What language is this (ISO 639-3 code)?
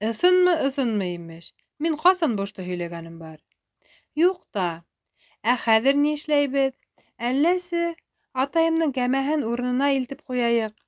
bak